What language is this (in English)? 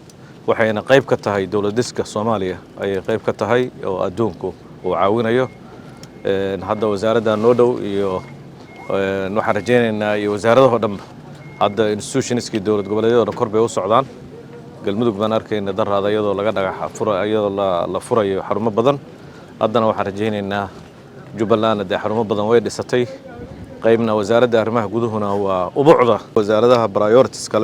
Somali